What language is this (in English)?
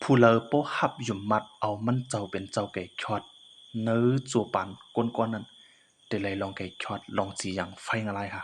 Shan